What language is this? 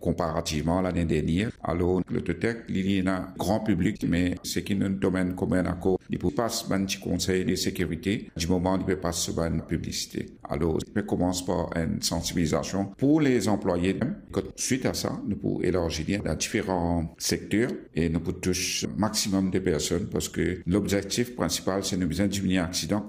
Morisyen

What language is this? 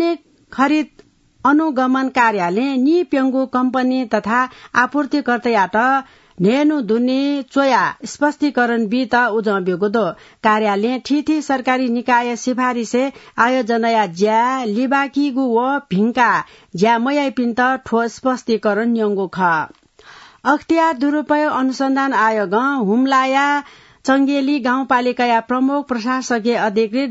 Newari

